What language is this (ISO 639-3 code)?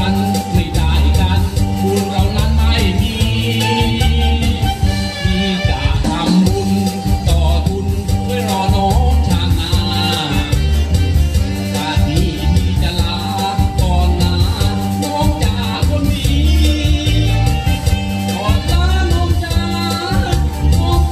tha